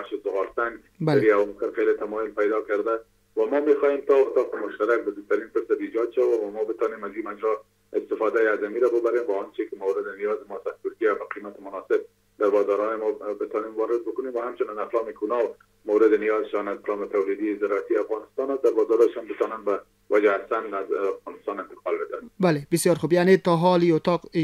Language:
Persian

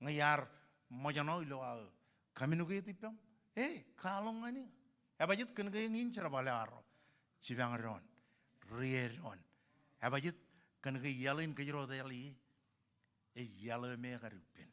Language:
Marshallese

